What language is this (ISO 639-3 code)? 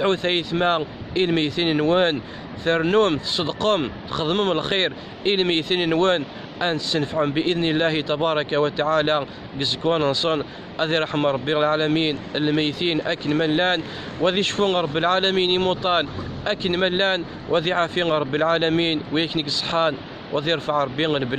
kab